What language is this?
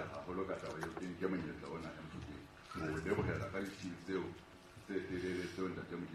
Southern Sotho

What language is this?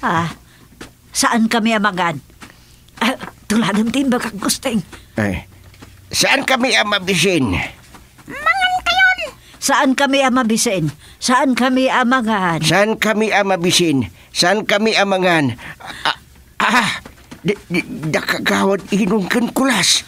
Iloko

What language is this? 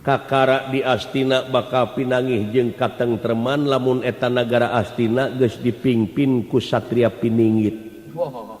Sundanese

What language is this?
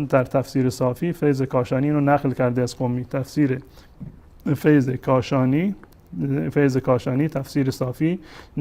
Persian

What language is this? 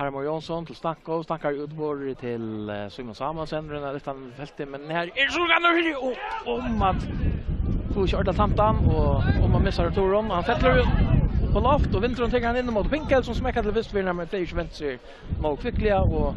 Faroese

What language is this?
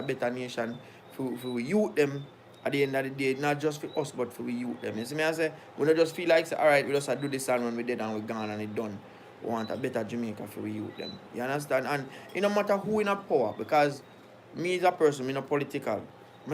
Jamaican Creole English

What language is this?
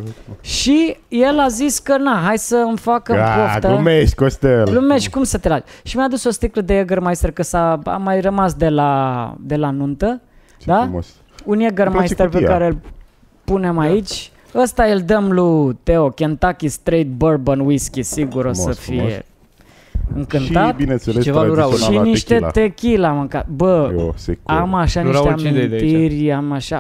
Romanian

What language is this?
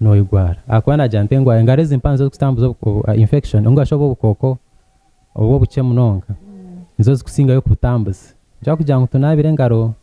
Nyankole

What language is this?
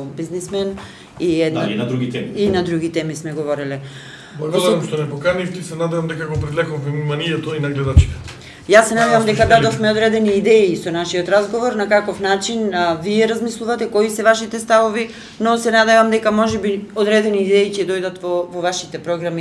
Macedonian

